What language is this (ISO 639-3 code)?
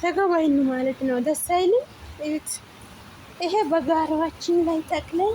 amh